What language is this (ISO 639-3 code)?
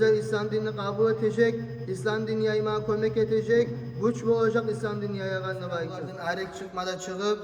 kum